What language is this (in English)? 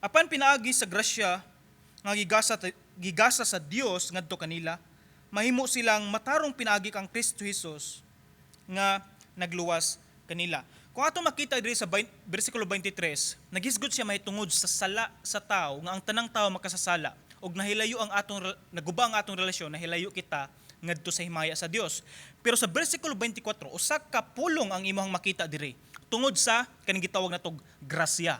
Cebuano